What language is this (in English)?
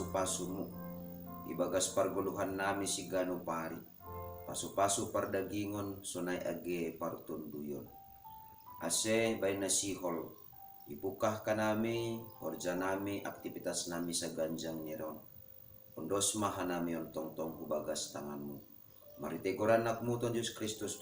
Batak Simalungun